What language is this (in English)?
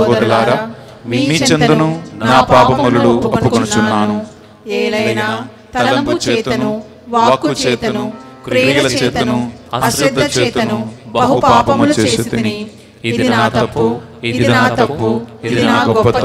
Telugu